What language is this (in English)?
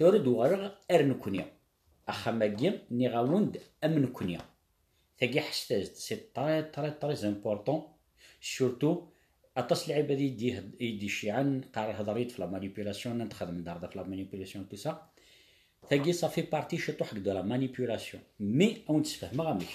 Kabyle